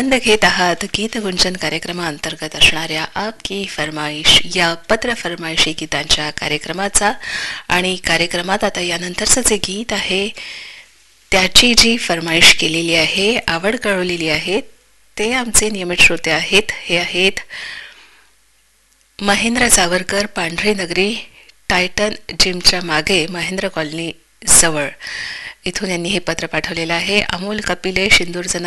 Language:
Marathi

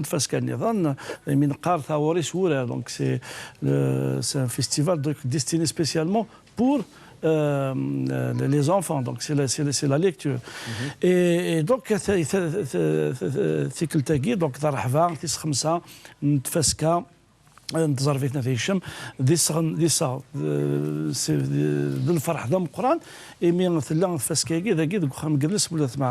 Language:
Kabyle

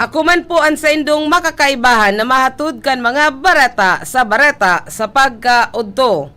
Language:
Bikol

